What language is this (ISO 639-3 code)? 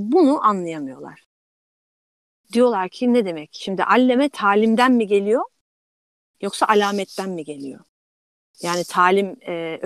tur